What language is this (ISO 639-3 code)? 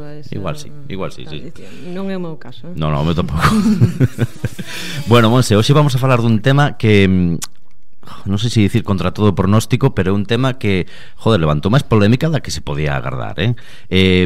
glg